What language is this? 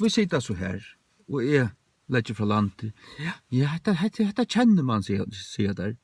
Faroese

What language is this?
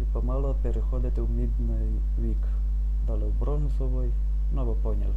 Rusyn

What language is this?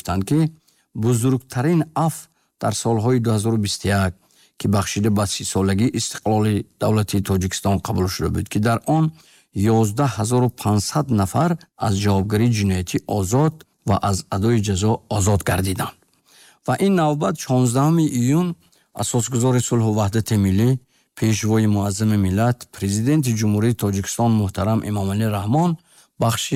Tajik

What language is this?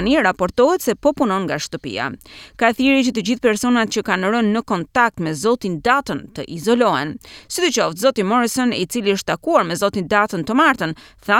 Albanian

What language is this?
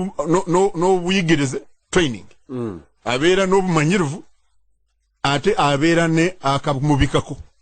Ganda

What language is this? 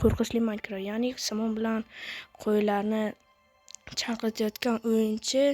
Uzbek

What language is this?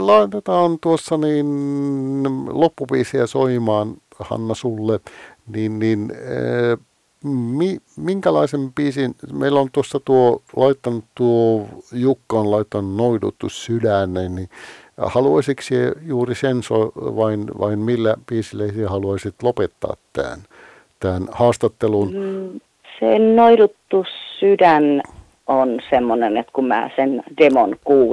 Finnish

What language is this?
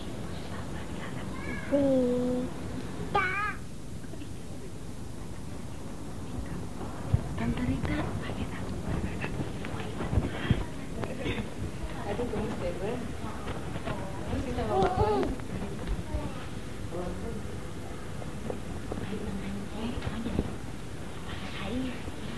Indonesian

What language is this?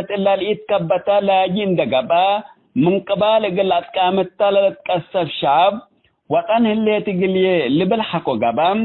Tigre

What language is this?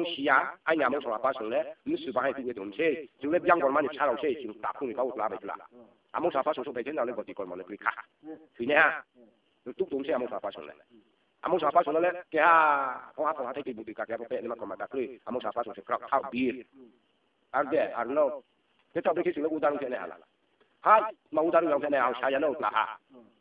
Riang (India)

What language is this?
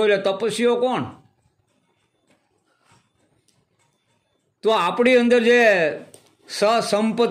Gujarati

